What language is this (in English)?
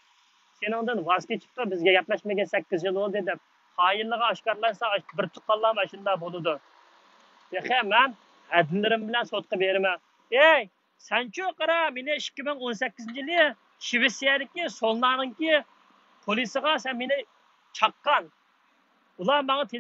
Uyghur